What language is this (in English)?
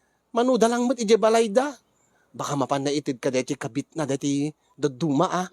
Iloko